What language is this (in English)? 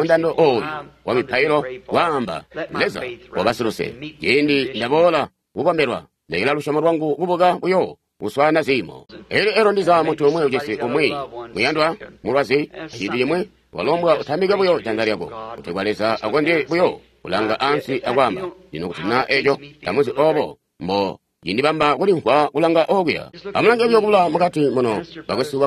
Tonga (Zambia)